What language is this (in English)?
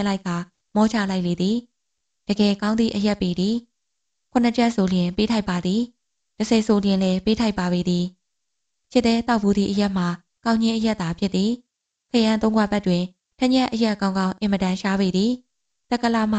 Burmese